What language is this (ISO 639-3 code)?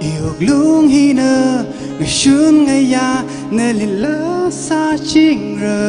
nmf